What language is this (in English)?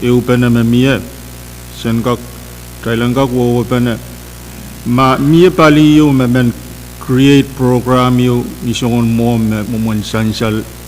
Pohnpeian